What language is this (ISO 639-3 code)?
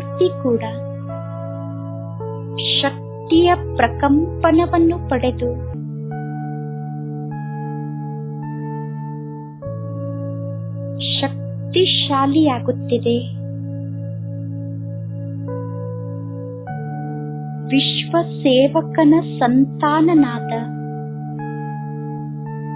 kan